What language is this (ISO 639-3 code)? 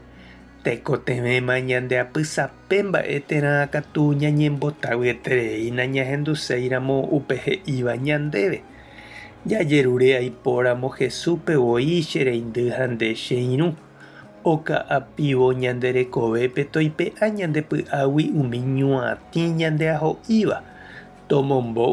grn